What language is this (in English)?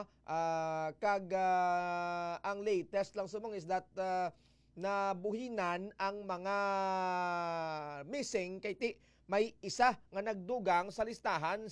Hiligaynon